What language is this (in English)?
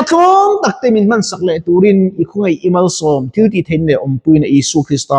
Mizo